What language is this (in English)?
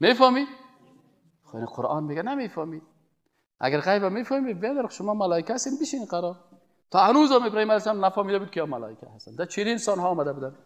Persian